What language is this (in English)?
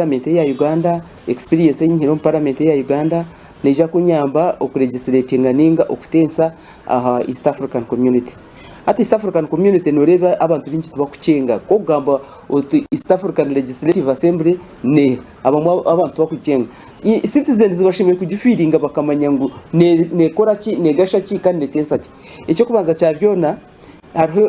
Nyankole